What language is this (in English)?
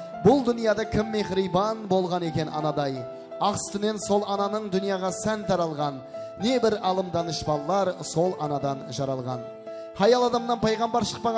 Kara-Kalpak